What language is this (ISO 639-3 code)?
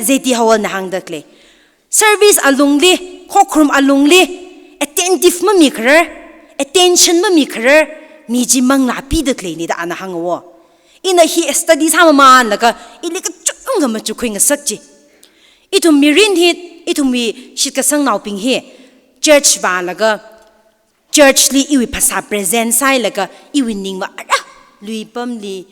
nmf